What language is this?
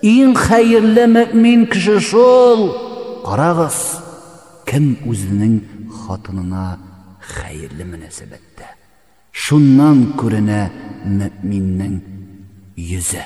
Tatar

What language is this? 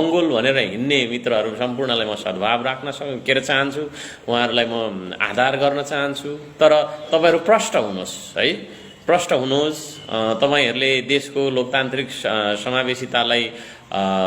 Nepali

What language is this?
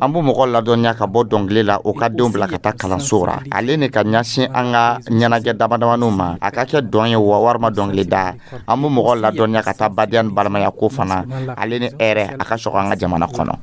Dyula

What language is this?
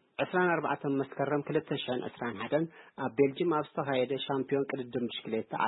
Tigrinya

